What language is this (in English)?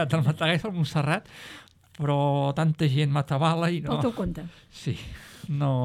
Catalan